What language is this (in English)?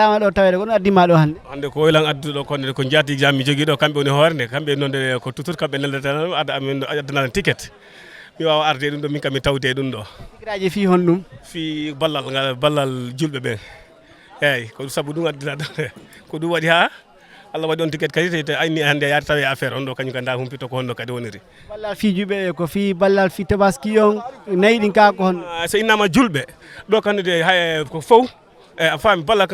Fula